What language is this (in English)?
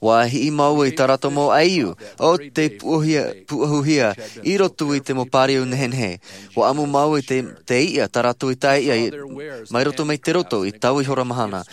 Tahitian